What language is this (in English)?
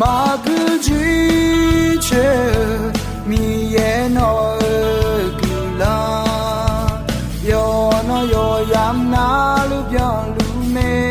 Akha